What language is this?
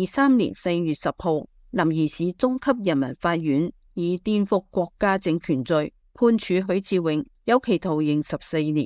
Cantonese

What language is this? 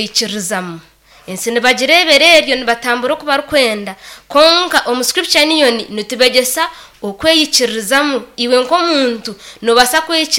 Nyankole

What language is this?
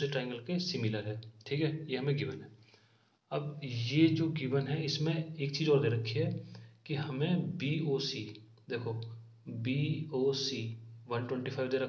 Hindi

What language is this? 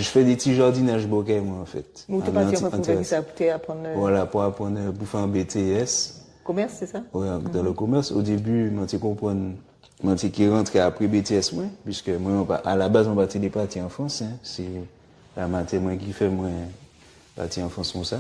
Guadeloupean Creole French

